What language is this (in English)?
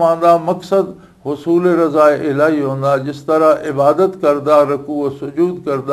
Western Panjabi